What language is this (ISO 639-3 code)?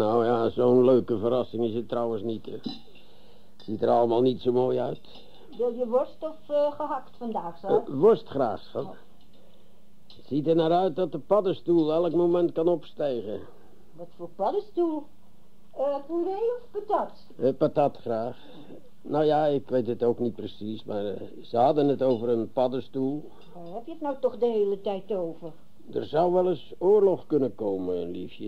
nld